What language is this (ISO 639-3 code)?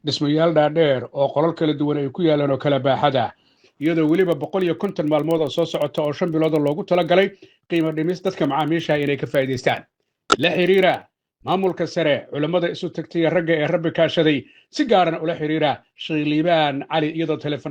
som